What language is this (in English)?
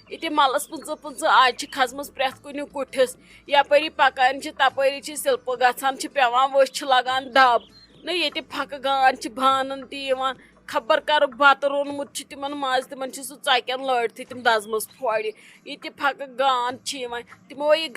Kashmiri